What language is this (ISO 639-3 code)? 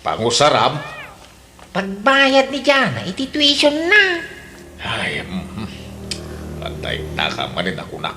ilo